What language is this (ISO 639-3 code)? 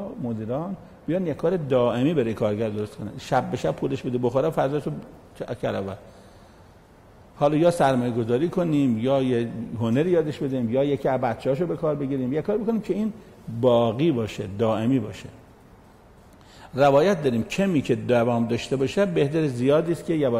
fas